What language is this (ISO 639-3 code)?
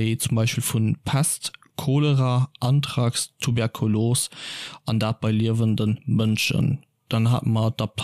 ltz